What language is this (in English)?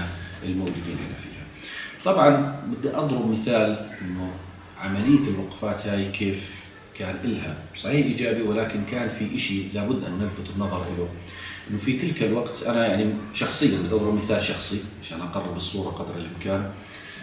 South Levantine Arabic